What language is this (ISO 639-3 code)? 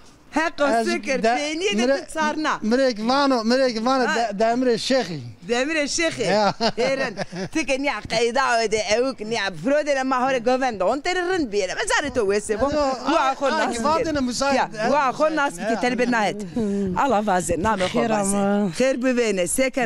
zza